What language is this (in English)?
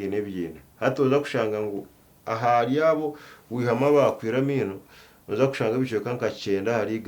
Nyankole